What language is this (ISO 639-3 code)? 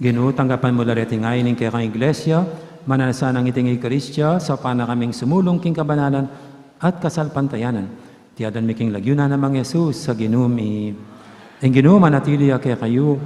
pam